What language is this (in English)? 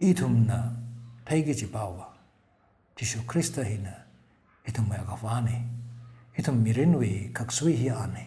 Tangkhul Naga (India)